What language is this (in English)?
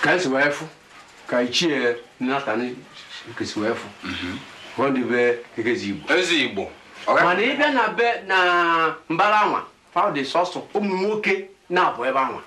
Igbo